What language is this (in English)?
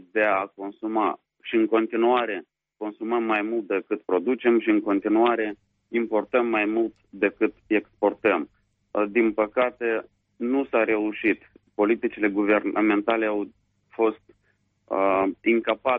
Romanian